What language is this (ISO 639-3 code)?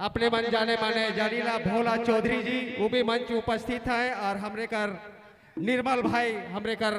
sck